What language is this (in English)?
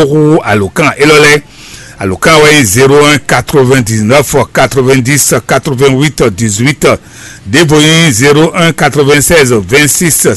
Fon